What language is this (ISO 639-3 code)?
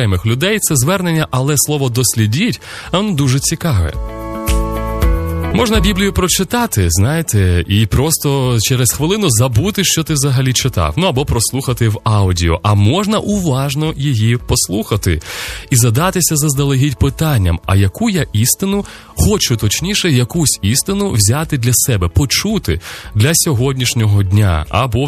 ukr